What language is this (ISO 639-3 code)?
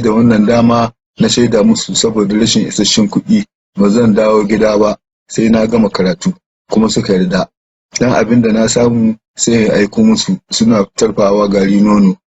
hau